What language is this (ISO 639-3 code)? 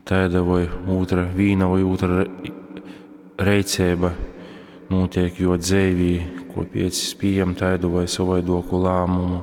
ltg